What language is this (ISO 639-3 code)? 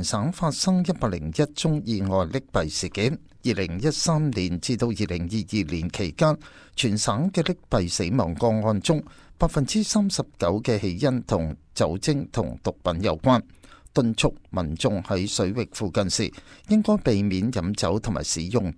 yue